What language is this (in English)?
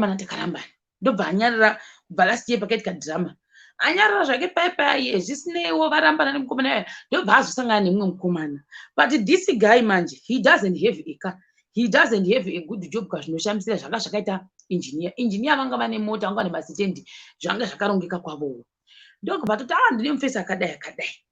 Shona